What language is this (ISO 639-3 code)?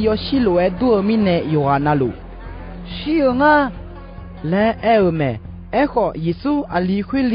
ahk